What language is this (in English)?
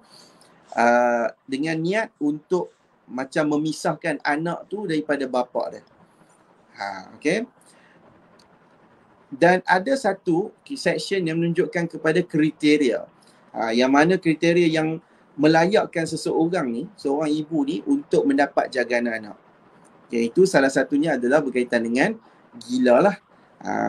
Malay